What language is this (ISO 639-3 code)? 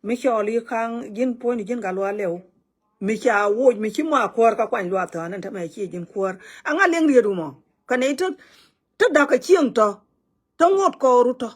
nus